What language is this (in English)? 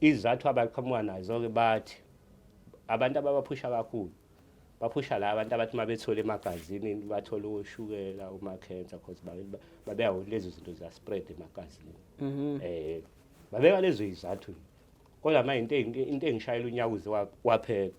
Zulu